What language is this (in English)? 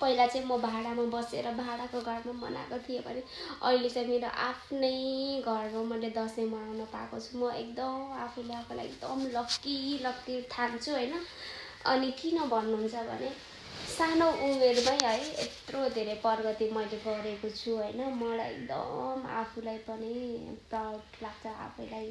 Nepali